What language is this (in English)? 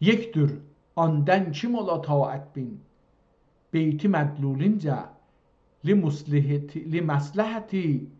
South Azerbaijani